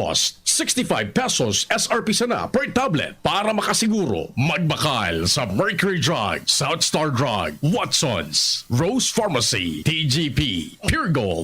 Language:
Bikol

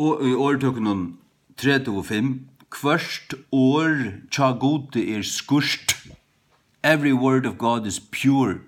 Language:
Faroese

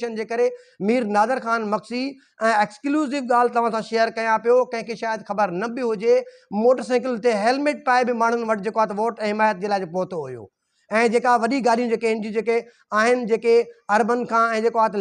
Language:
Sindhi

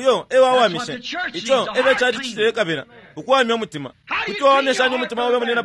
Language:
Bemba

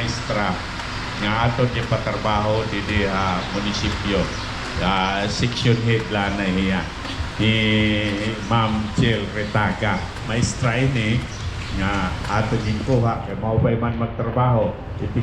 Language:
Waray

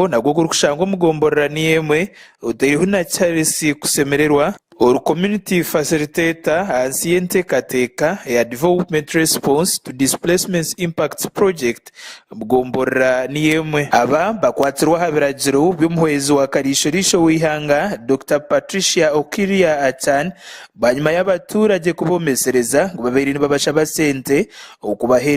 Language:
Nyankole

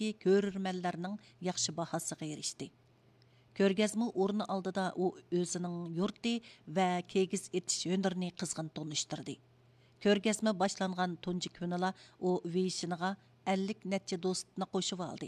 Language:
Uyghur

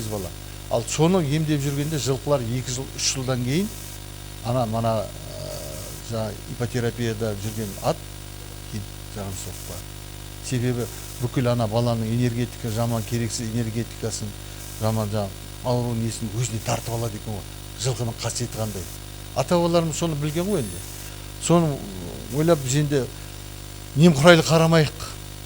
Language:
Kazakh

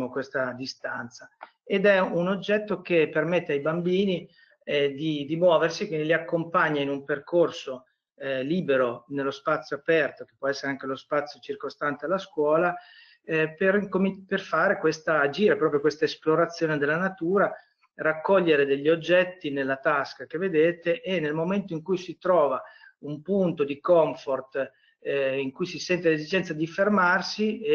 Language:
Italian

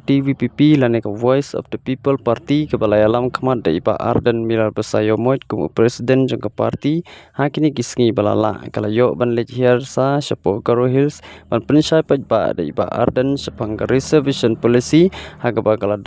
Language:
Khasi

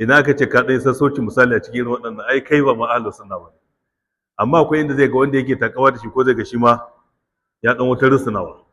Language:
Hausa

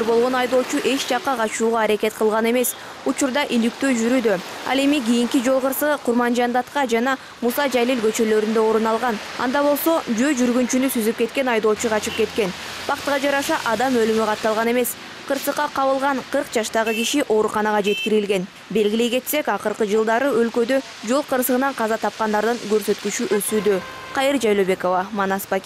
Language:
Kyrgyz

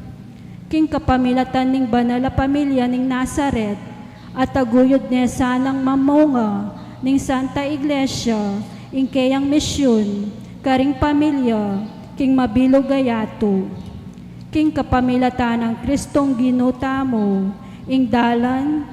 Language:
Pampanga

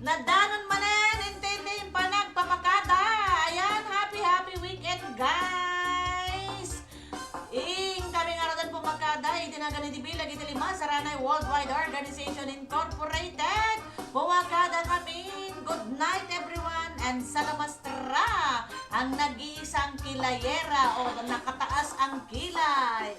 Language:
Iloko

